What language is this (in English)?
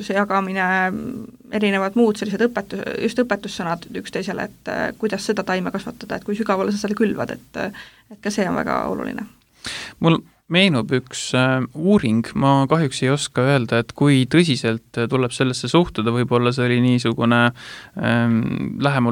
Estonian